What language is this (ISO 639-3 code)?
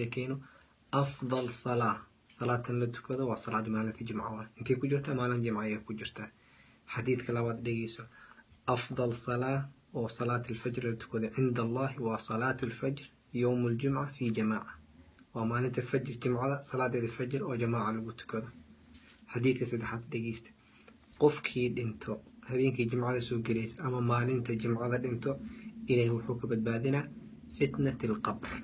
som